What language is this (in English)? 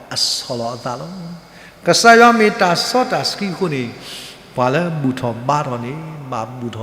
S'gaw Karen